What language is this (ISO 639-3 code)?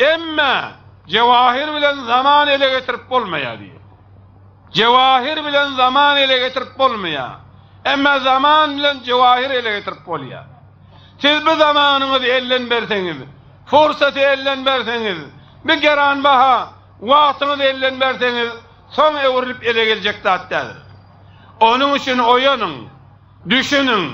tuk